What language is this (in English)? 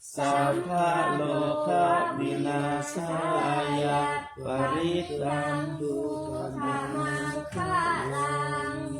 Pali